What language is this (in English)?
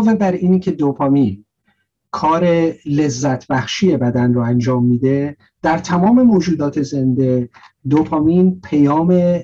Persian